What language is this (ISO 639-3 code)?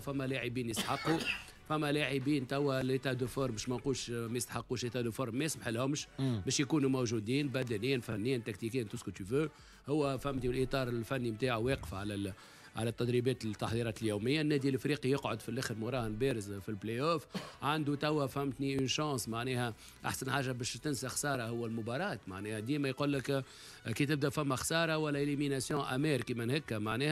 aeb